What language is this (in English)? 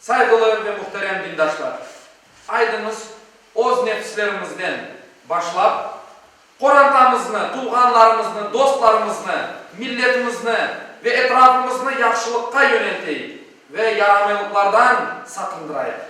Crimean Tatar